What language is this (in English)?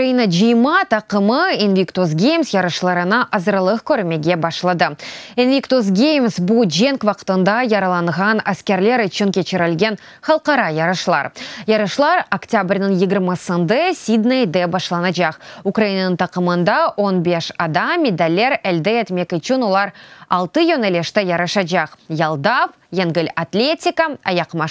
Crimean Tatar